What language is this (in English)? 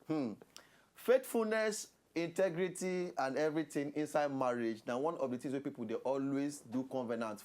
Nigerian Pidgin